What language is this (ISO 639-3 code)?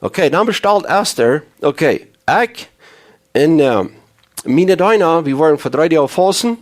pdt